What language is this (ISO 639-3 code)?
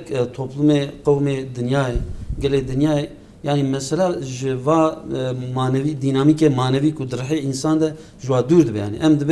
kur